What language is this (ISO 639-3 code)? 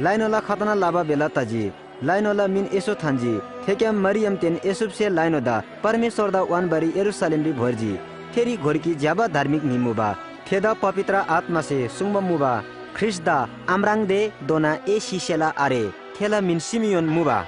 taj